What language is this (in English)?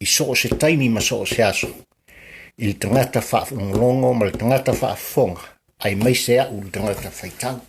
Samoan